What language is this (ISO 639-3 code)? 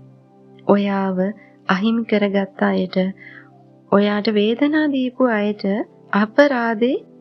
sin